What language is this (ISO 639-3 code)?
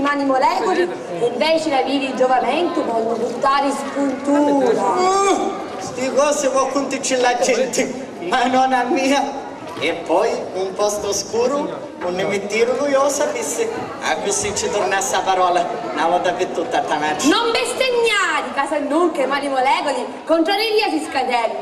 scn